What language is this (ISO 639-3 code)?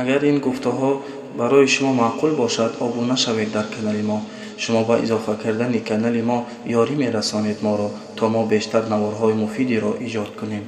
tgk